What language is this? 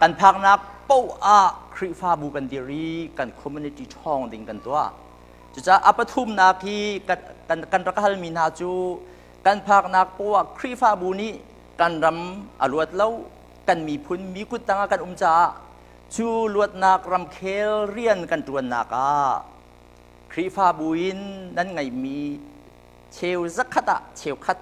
Hakha Chin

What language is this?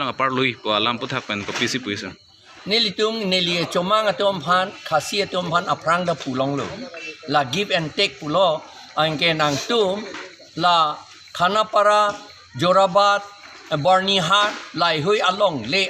Karbi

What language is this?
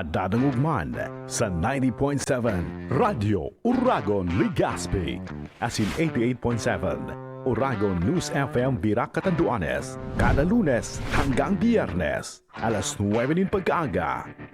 Bikol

